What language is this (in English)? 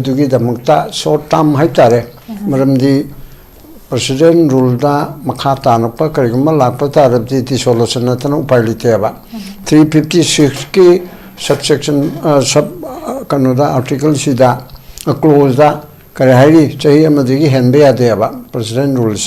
Manipuri